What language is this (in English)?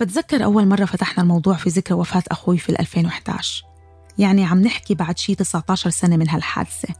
North Levantine Arabic